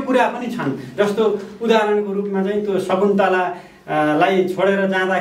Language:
Nepali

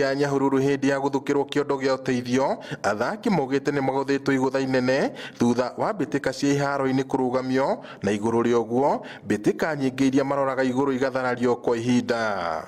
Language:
Kikuyu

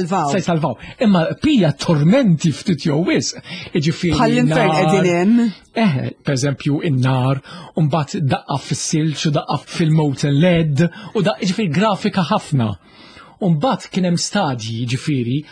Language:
Maltese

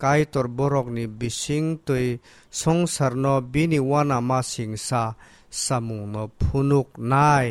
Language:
Kok Borok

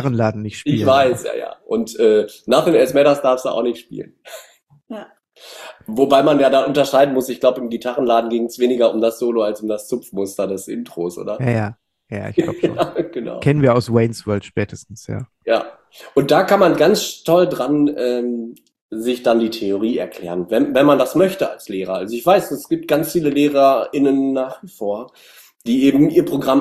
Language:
German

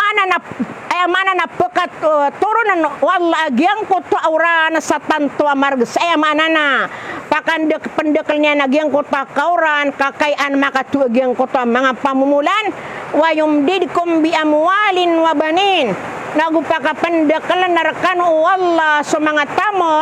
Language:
Maranao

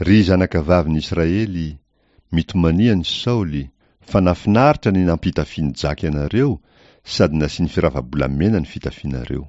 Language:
Malagasy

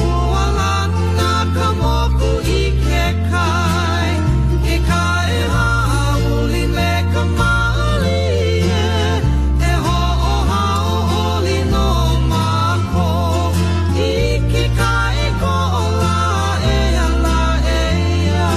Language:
Hawaiian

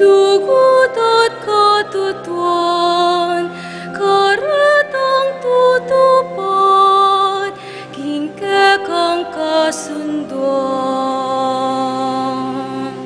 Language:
Pampanga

